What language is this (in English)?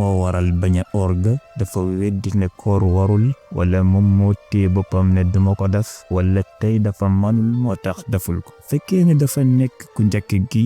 Wolof